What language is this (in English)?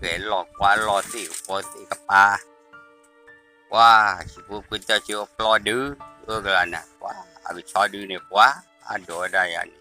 S'gaw Karen